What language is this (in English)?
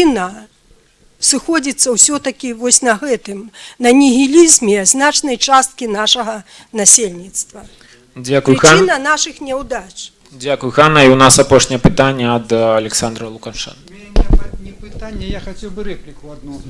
Belarusian